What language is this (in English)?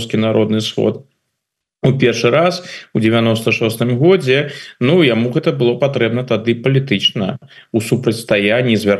Belarusian